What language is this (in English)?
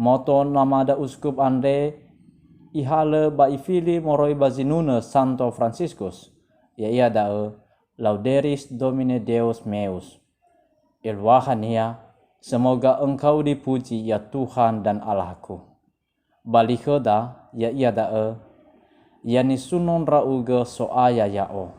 Nias